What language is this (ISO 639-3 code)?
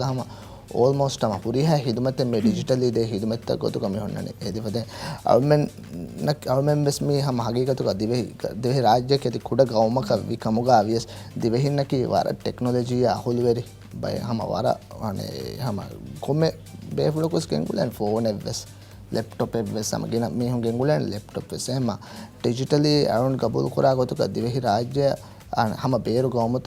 div